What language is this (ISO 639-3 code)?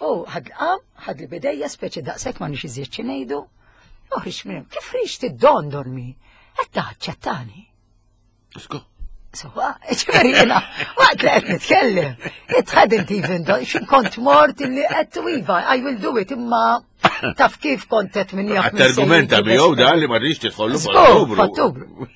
mlt